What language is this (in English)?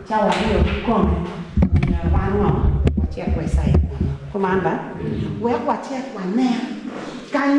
Acoli